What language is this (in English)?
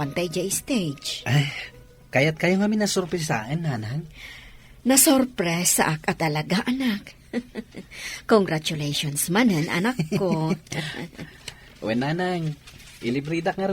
Iloko